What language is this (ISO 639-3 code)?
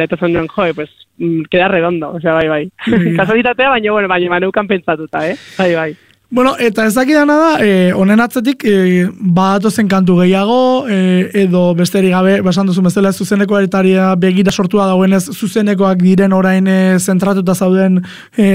eus